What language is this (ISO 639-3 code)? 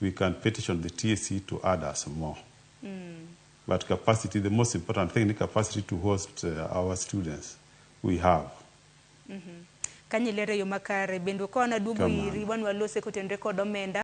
luo